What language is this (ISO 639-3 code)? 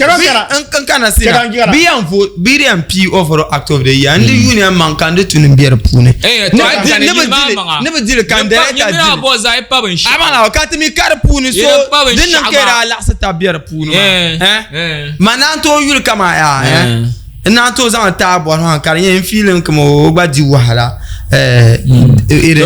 dag